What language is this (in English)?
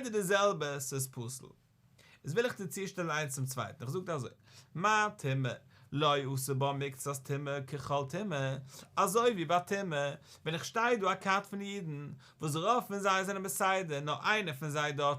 Yiddish